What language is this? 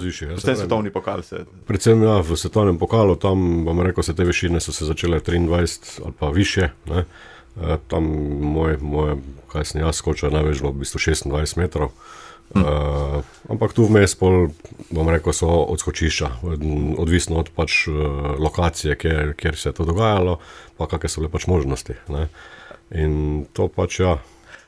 Slovenian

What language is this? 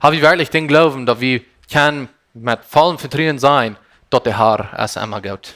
Plautdietsch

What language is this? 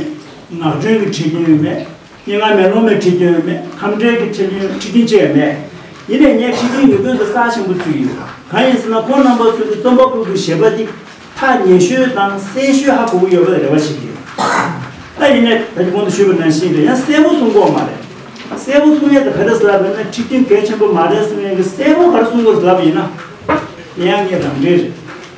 Tibetan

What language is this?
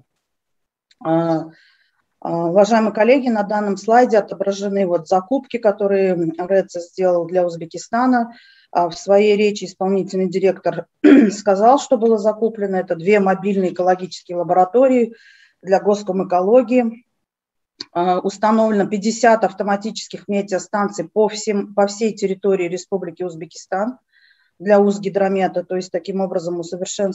Russian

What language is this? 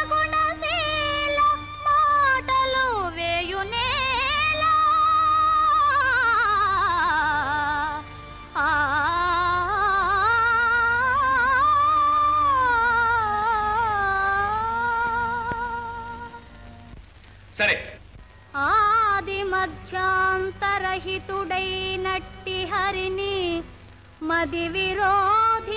Telugu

